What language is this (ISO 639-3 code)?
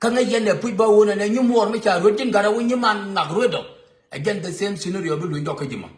nus